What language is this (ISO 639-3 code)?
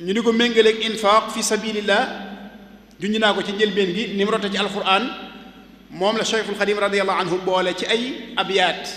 wol